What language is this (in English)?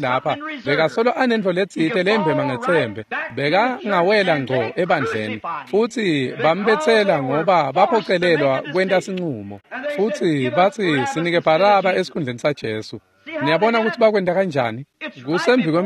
Swati